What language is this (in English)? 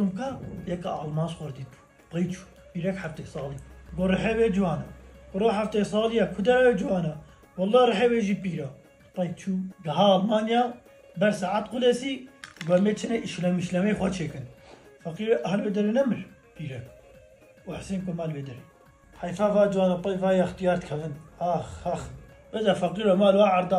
Kurdish